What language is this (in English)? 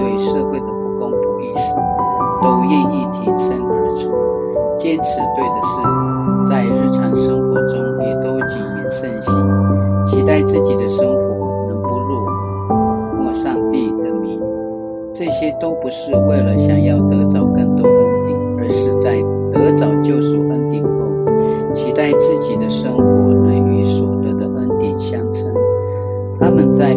Paiwan